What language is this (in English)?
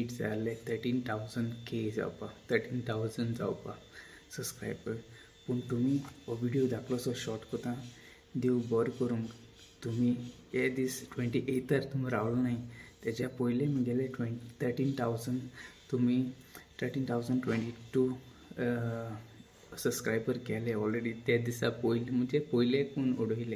Konkani